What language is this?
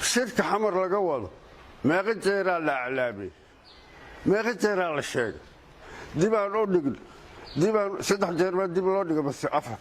Somali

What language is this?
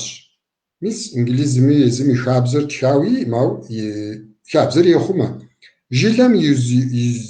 Kabardian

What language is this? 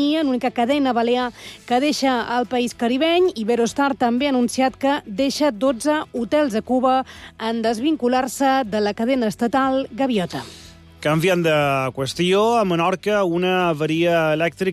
Catalan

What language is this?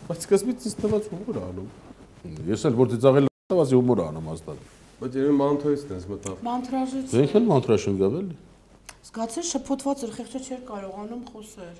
Armenian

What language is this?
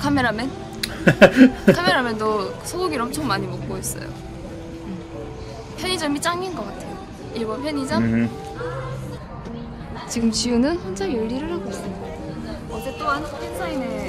Korean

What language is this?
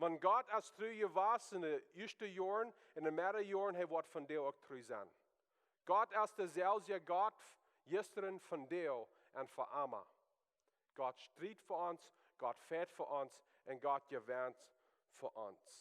Plautdietsch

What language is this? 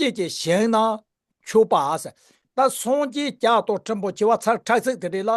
Tibetan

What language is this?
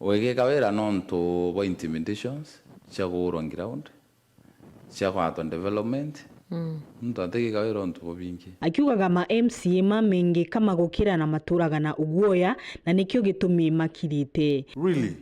Meru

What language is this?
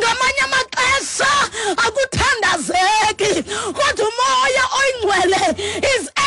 Xhosa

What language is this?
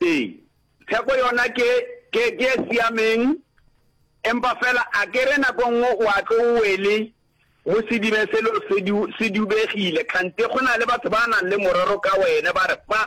Northern Sotho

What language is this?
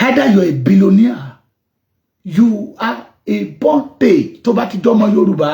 Yoruba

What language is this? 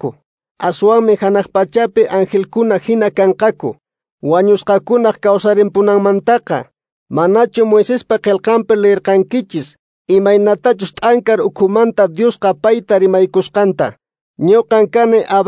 Quechua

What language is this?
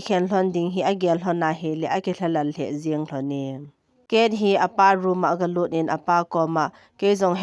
Thado Chin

